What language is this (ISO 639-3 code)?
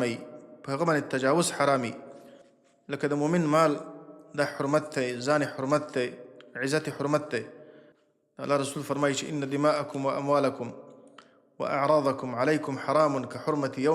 pus